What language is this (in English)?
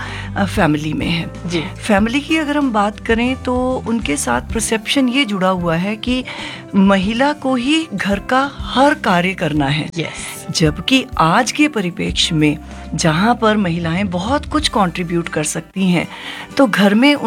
Hindi